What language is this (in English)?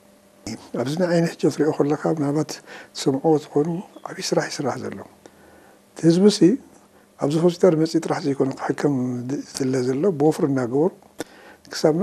Tigrinya